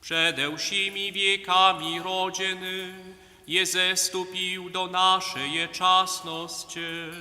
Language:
Upper Sorbian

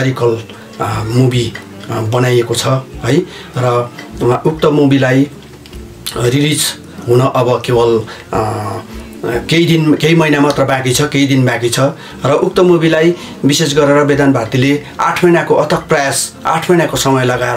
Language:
Nepali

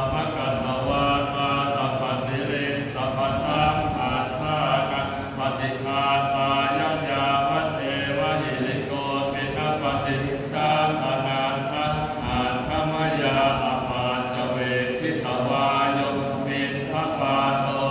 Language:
Pali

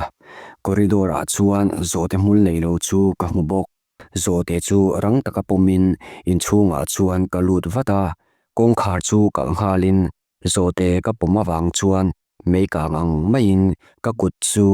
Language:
Mizo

